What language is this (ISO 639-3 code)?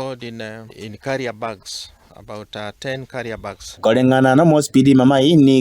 guz